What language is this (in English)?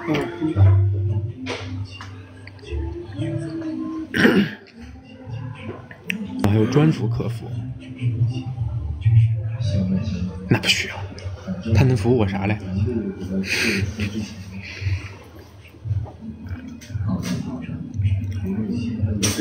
Chinese